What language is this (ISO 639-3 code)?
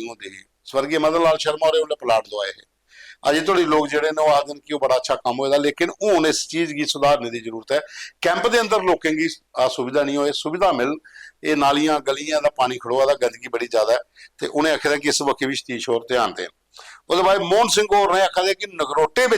doi